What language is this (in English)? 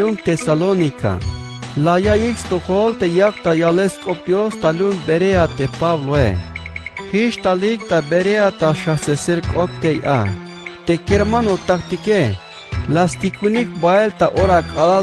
Tzeltal